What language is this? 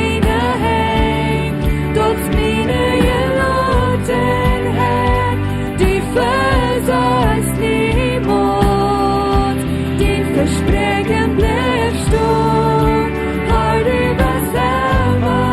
Plautdietsch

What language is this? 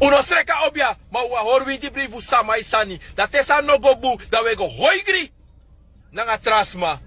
Sranan Tongo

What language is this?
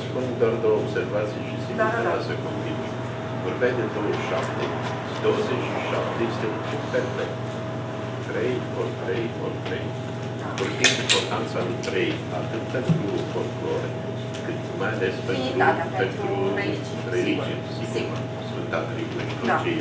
Romanian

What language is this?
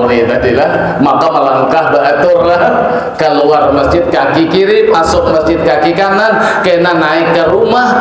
Banjar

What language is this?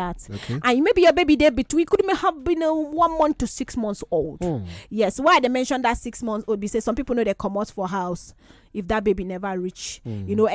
Nigerian Pidgin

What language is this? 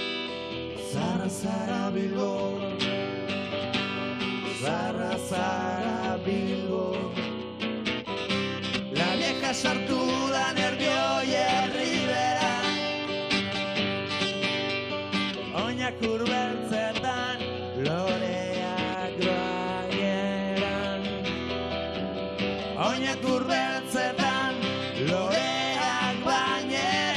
Basque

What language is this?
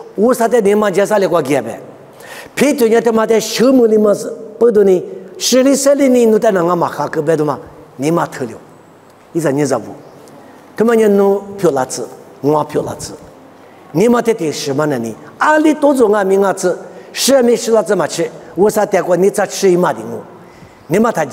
Lisu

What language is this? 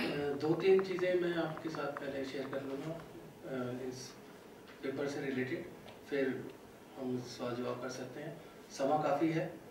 Hindi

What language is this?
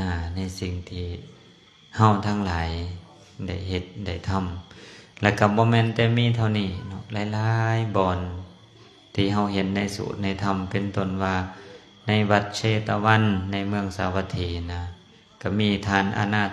Lao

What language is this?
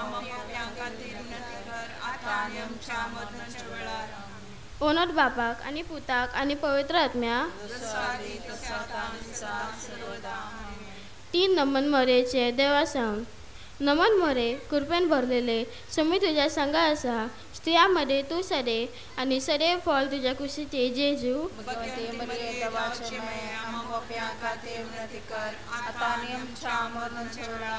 Konkani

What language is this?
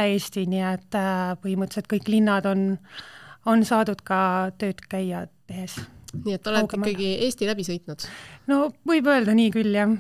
Estonian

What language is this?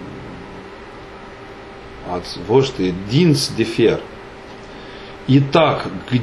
Romanian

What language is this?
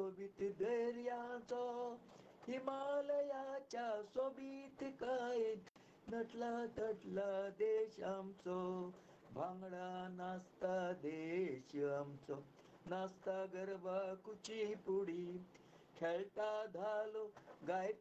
Konkani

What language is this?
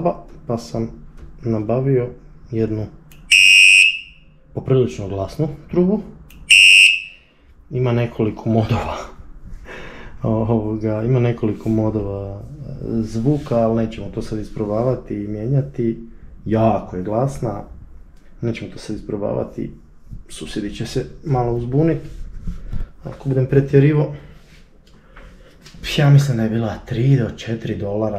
Croatian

